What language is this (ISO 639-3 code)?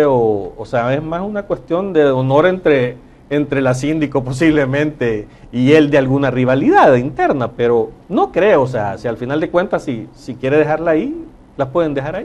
spa